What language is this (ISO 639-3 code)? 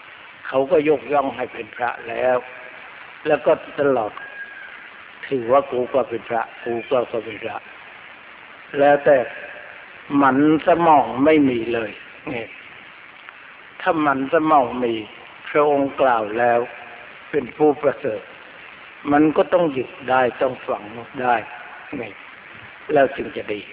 tha